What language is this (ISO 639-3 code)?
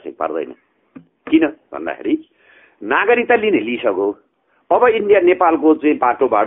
nep